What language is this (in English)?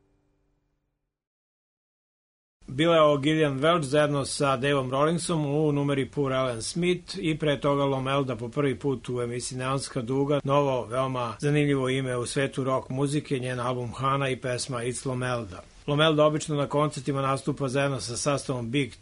Serbian